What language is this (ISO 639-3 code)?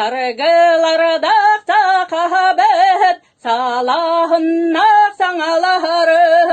sah